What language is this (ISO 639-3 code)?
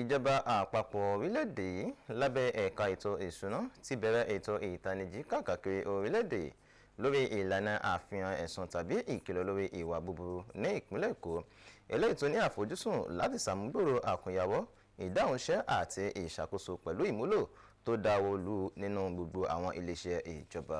yor